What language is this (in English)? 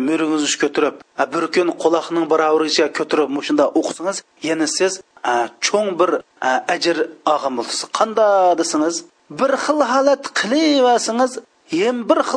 Uyghur